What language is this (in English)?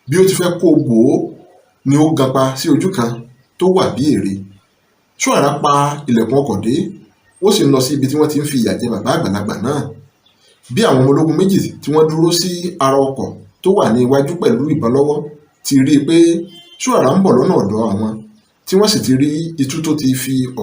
Yoruba